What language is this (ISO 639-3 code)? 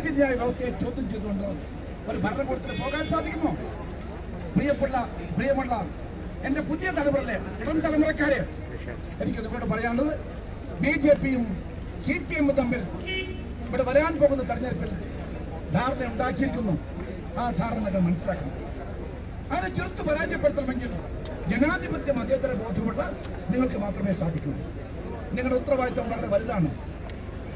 mal